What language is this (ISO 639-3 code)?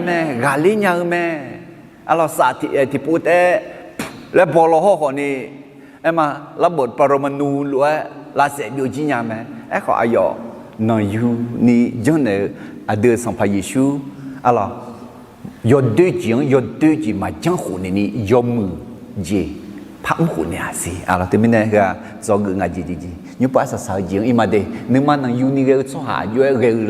ahk